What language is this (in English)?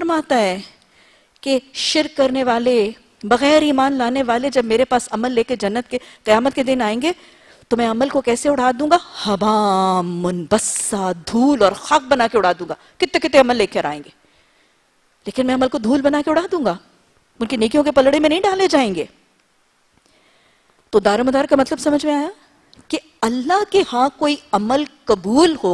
Urdu